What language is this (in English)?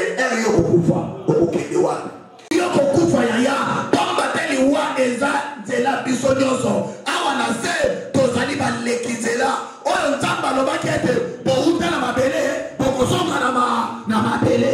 Lingala